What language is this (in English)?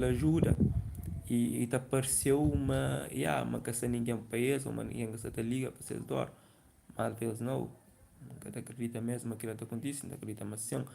Kabuverdianu